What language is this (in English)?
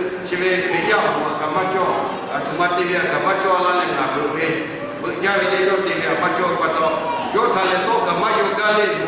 Lahu